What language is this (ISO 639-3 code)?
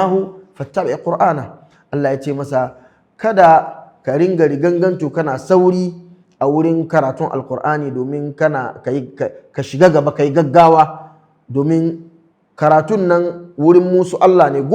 hau